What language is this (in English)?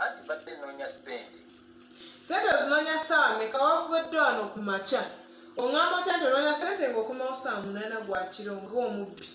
Ganda